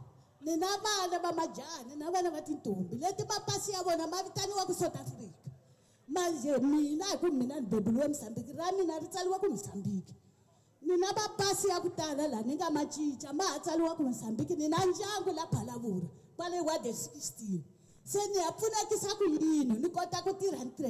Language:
Tsonga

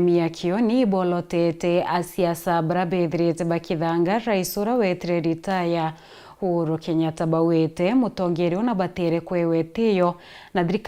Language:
Meru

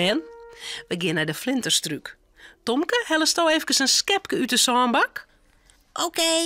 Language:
Western Frisian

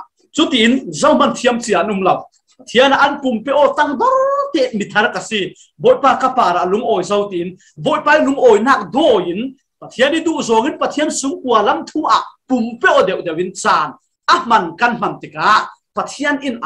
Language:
Falam Chin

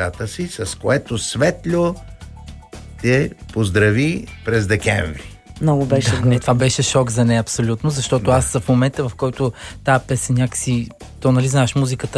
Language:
Bulgarian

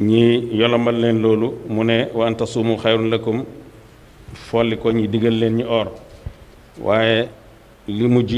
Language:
Wolof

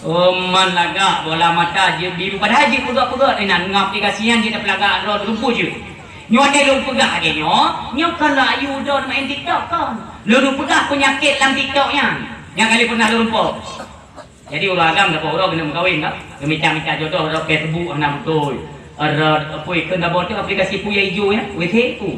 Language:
Achinese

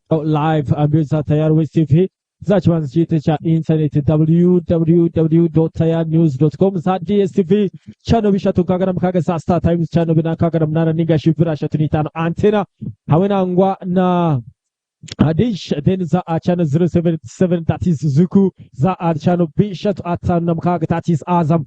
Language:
Nyankole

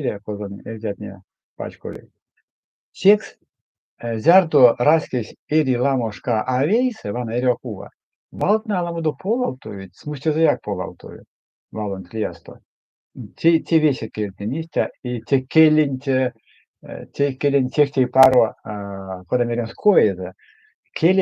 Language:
Erzya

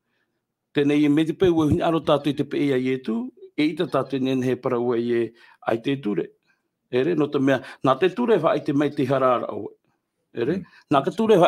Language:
Tahitian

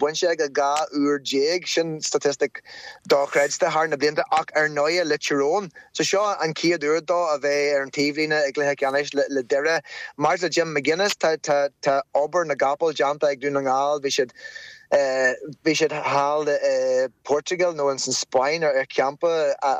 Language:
Irish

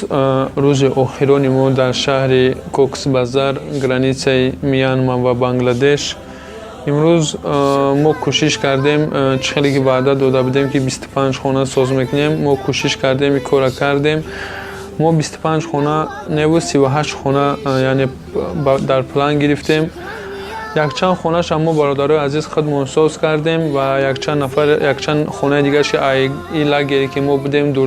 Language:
Tajik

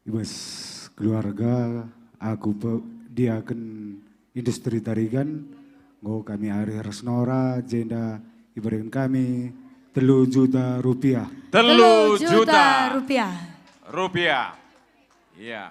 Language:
Batak Karo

